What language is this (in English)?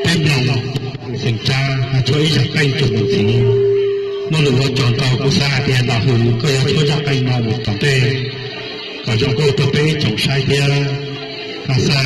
Hmong